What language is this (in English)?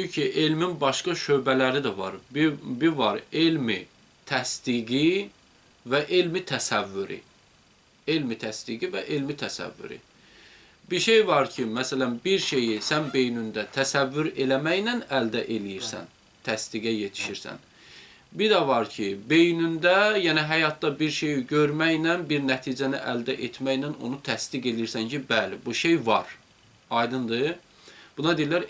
Azerbaijani